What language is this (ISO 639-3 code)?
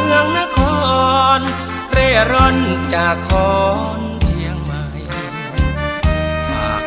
tha